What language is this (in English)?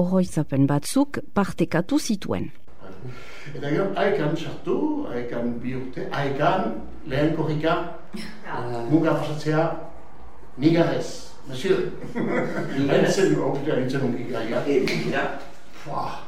Basque